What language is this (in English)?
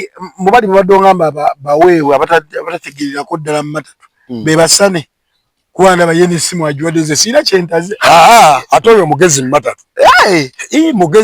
Ganda